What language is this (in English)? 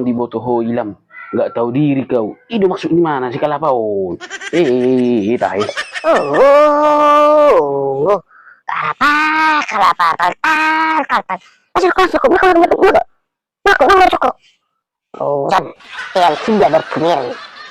Batak Toba